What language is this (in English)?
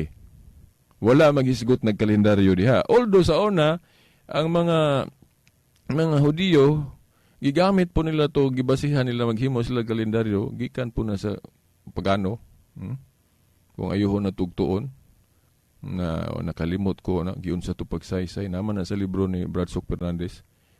Cebuano